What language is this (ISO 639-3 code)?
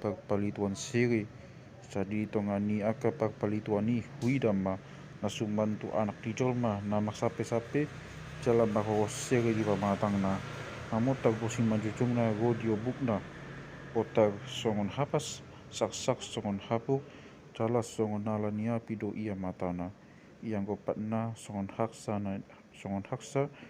bbc